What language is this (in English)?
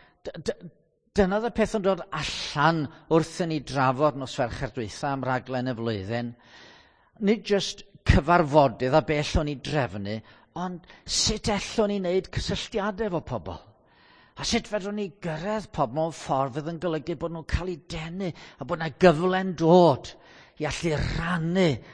Welsh